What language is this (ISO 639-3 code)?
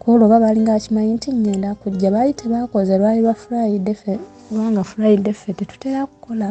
lug